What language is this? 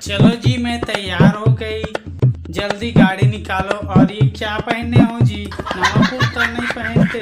Chhattisgarhi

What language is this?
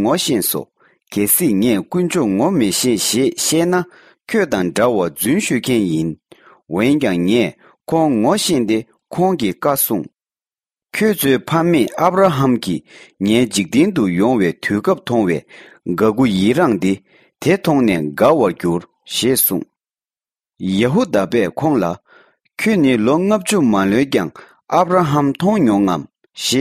Tibetan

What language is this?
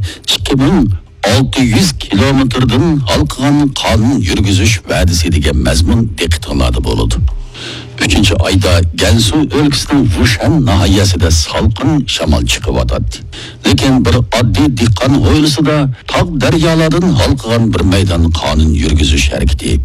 Uyghur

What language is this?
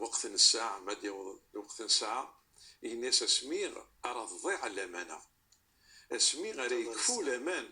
Kabyle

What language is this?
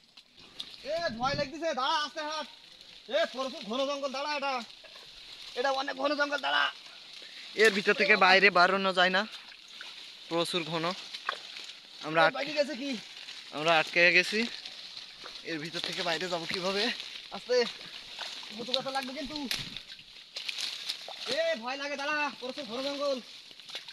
Bangla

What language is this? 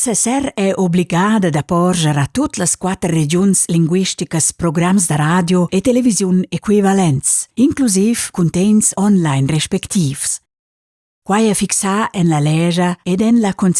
Romansh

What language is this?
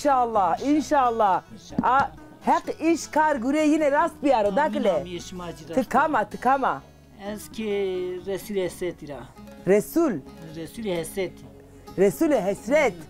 Zaza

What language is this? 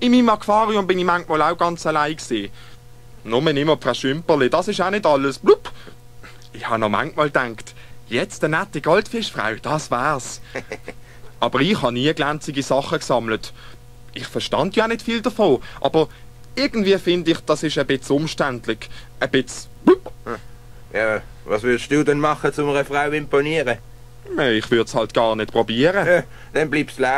Swiss German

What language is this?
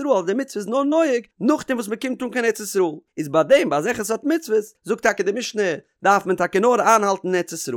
Yiddish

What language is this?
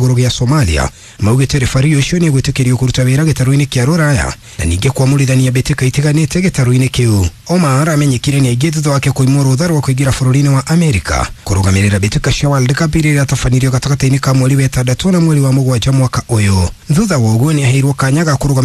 Kikuyu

